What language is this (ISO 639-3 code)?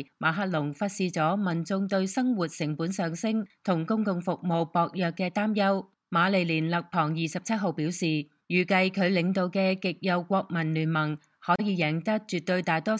yue